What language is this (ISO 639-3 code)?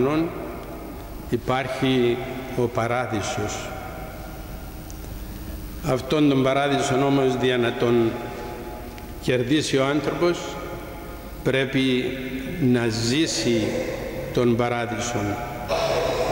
ell